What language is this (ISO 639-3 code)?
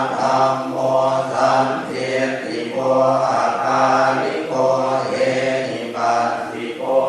pli